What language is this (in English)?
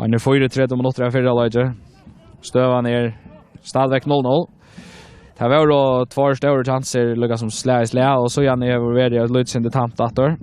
Faroese